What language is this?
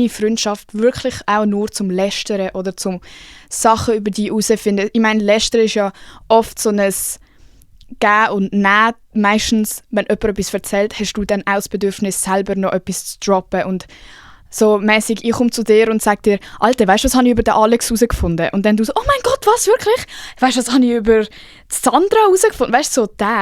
Swiss German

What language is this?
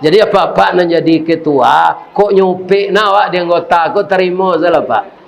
Minangkabau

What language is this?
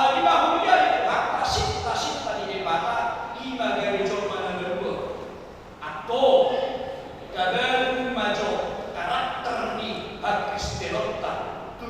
Batak Toba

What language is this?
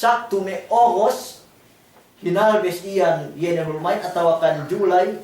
Yakan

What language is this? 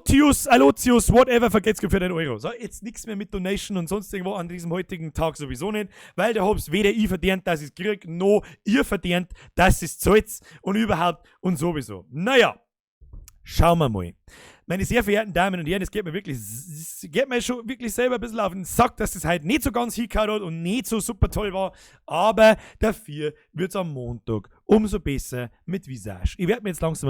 Bavarian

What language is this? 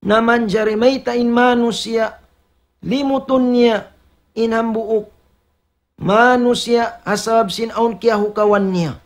Tausug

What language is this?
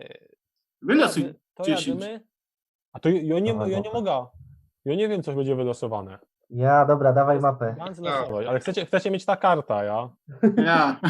Silesian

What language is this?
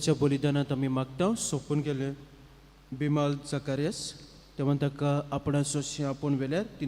Konkani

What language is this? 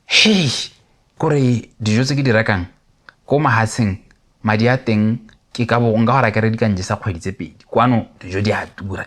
Tswana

